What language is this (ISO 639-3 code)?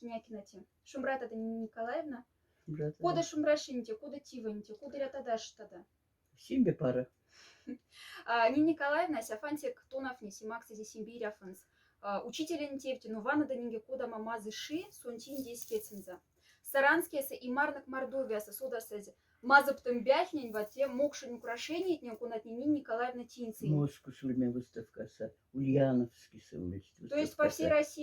mdf